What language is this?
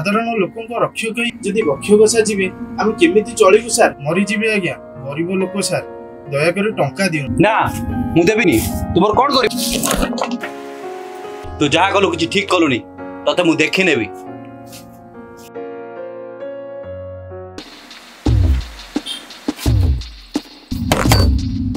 Odia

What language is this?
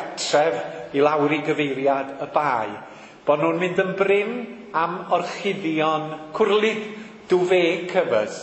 Welsh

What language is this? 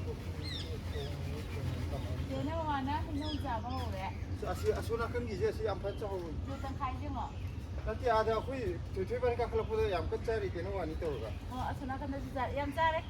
Manipuri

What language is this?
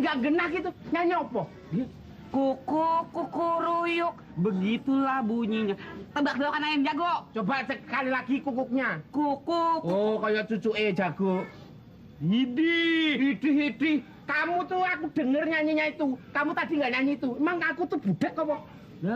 Betawi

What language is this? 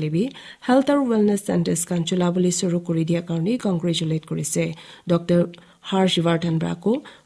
Naga Pidgin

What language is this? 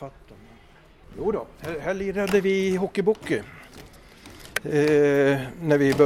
Swedish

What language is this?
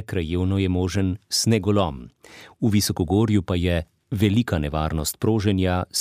Slovenian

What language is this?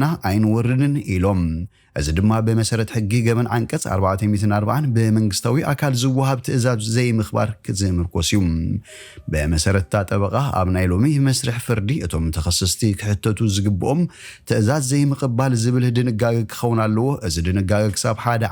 Tigrinya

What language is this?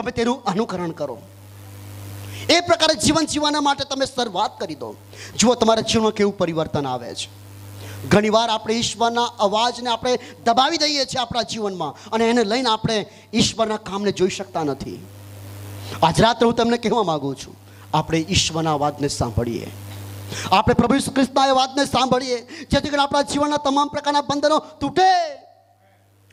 Gujarati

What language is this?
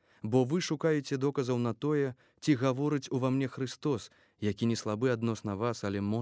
Belarusian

